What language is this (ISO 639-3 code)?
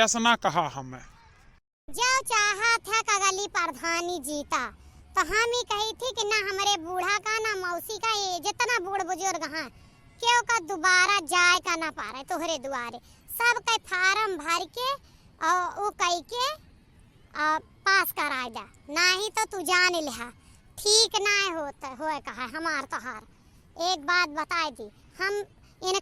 awa